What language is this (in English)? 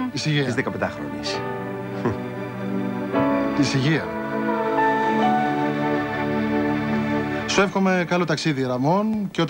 Greek